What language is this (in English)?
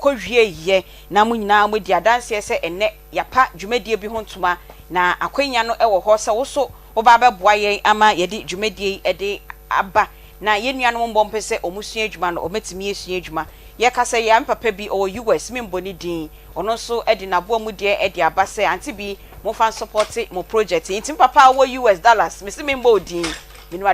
Akan